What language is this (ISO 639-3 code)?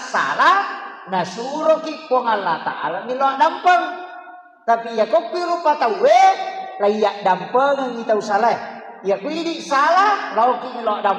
bug